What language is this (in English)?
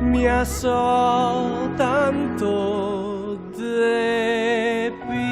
Venetian